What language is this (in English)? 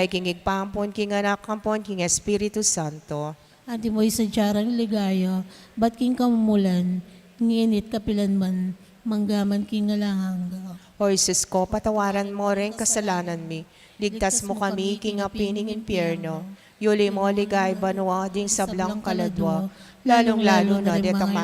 Pampanga